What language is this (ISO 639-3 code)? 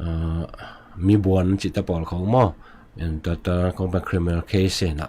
ctd